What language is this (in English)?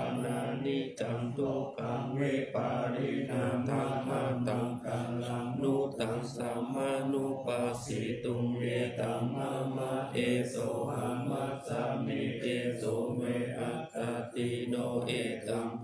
Pali